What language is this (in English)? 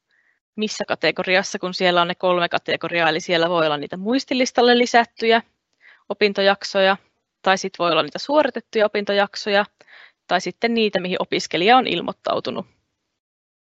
Finnish